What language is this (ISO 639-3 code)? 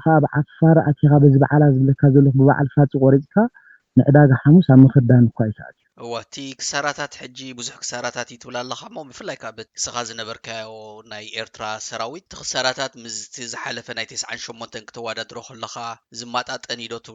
tir